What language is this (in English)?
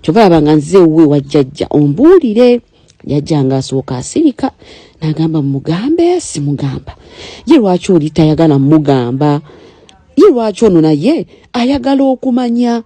Ganda